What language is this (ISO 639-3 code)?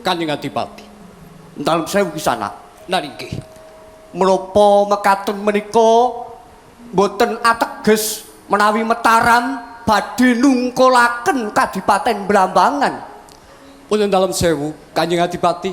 jav